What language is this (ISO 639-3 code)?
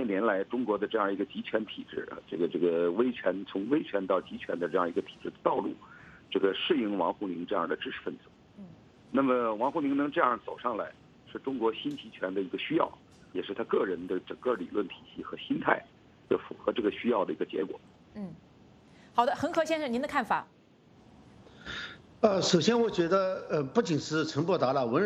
zho